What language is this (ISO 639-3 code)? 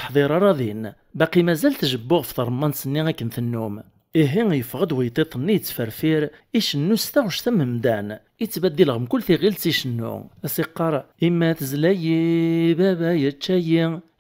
kab